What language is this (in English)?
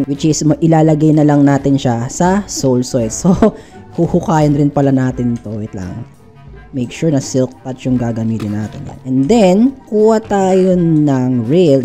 Filipino